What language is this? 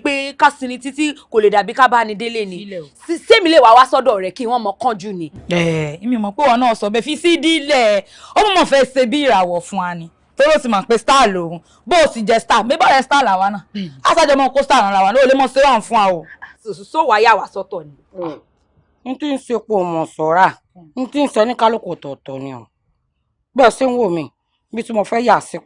Yoruba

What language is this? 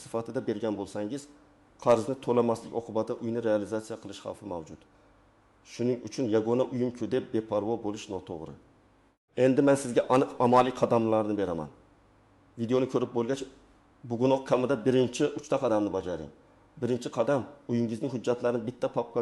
Uzbek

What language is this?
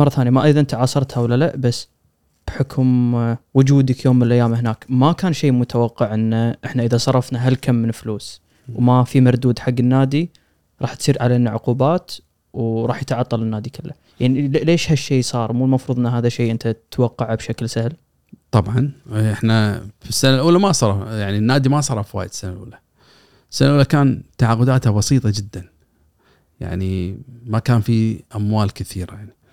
Gulf Arabic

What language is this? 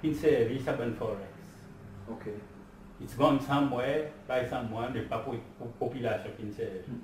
Seselwa Creole French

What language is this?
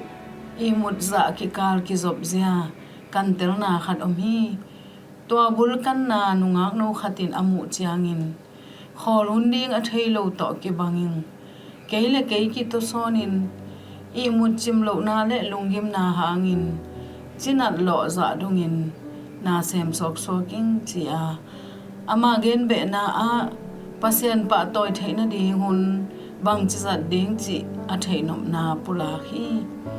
Tedim Chin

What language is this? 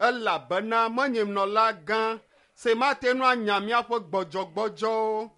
Ewe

